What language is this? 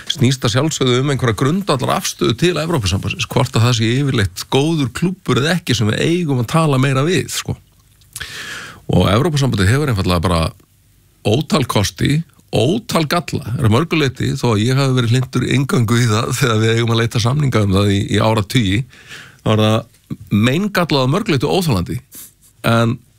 Icelandic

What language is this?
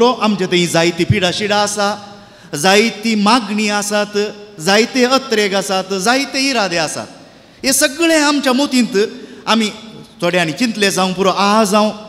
Konkani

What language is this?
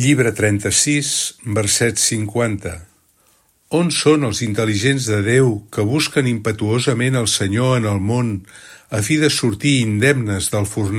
Catalan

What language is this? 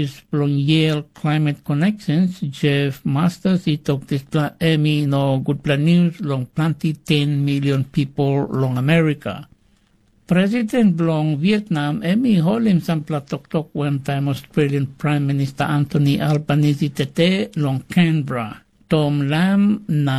Tok Pisin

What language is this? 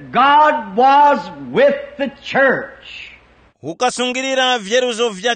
Tumbuka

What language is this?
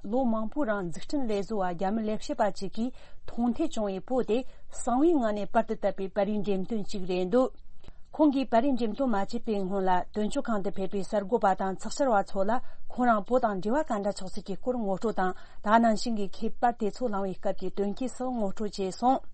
Tibetan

